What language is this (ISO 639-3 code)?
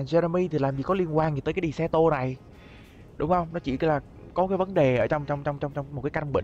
vie